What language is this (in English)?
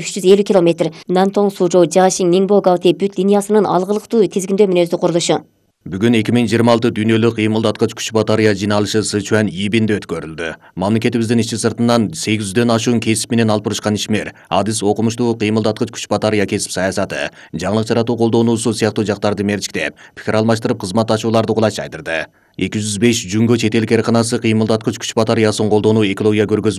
Kyrgyz